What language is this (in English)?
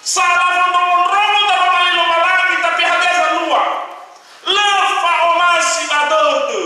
Nias